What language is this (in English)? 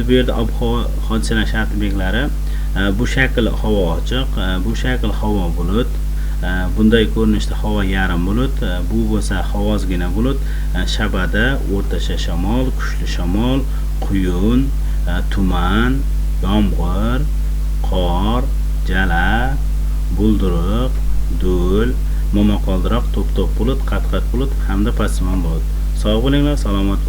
Uzbek